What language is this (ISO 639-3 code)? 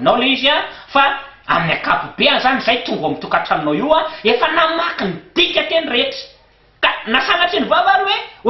mlg